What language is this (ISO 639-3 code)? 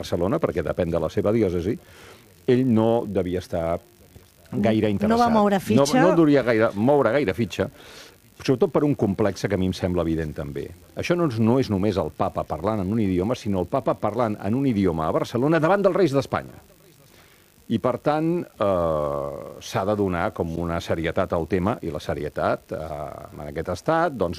cat